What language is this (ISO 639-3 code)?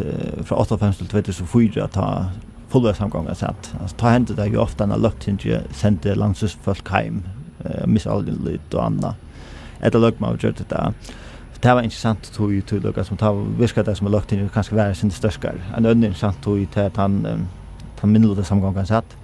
fao